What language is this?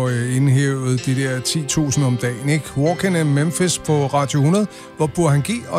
Danish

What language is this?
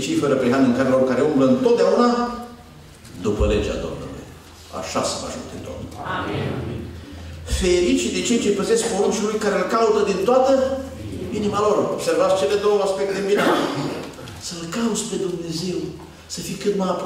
Romanian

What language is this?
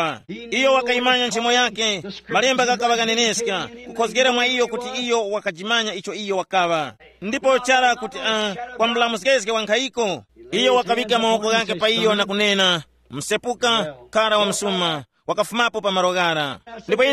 Tumbuka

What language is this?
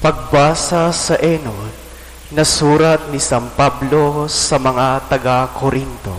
Bikol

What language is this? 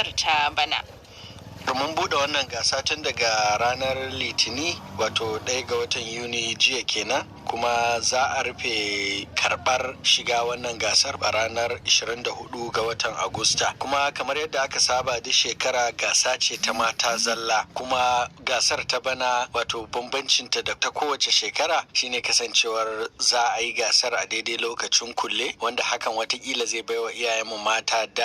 Hausa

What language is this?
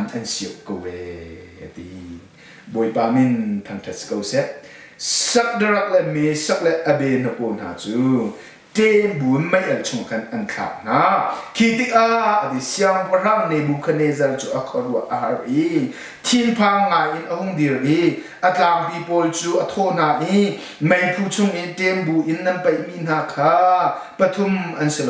Hakha Chin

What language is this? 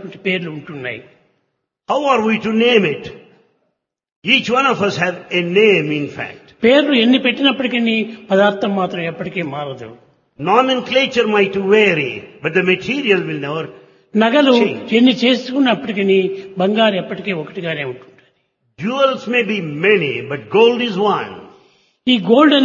Telugu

